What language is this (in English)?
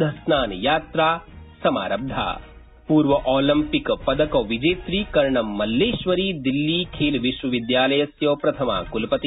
Sanskrit